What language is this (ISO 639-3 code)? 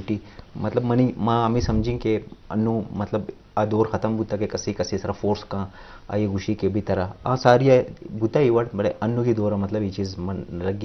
bgp